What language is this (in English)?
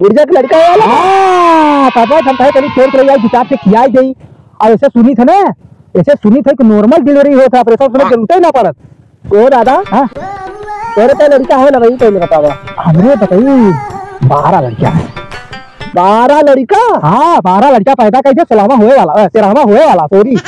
Awadhi